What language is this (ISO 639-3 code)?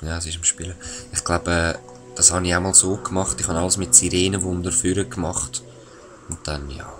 gsw